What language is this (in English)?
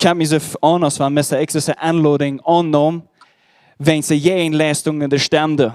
Plautdietsch